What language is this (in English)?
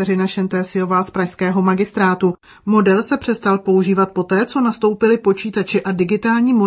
Czech